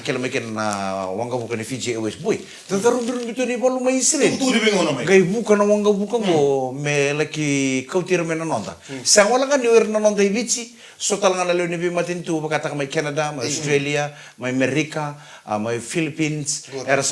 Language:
Fijian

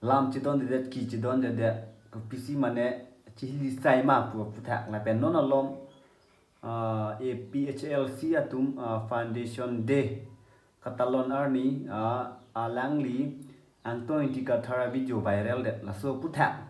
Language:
Karbi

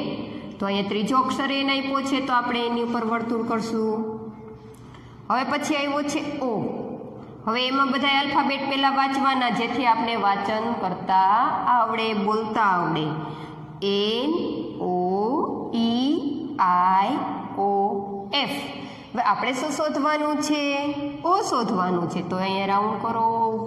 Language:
Gujarati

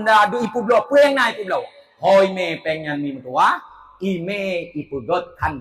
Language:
Achinese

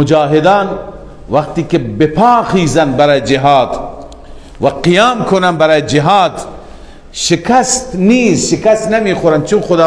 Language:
Persian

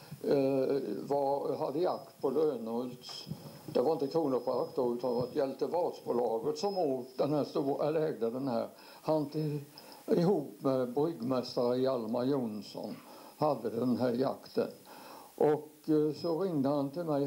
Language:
Swedish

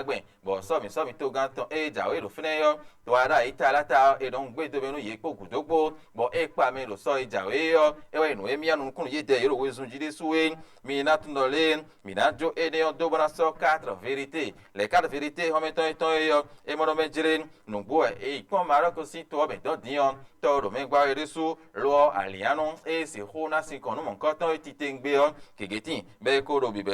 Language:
Fon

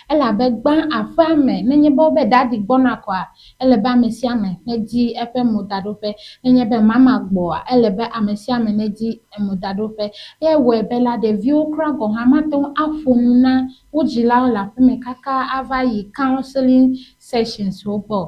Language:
Ewe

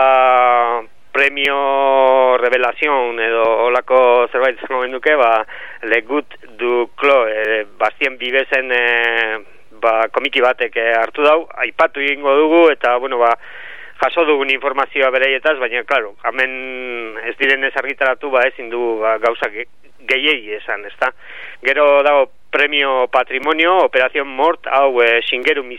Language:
Basque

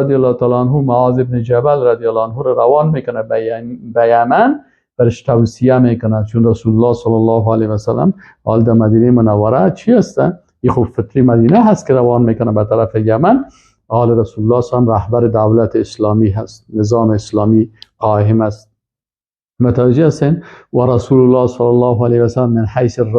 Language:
Persian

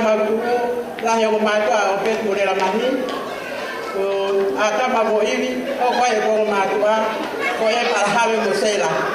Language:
Tongan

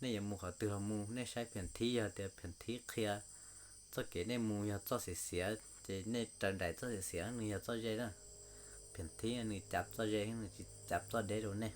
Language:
Hmong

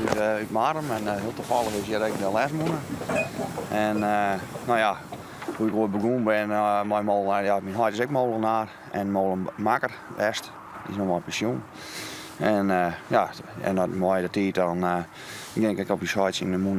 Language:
Western Frisian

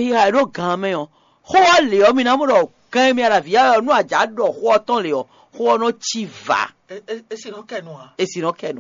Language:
Fon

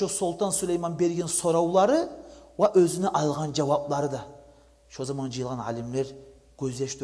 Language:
Kumyk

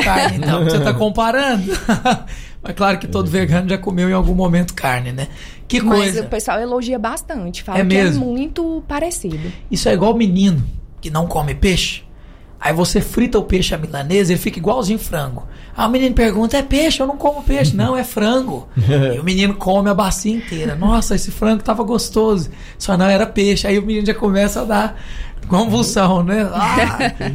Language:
Portuguese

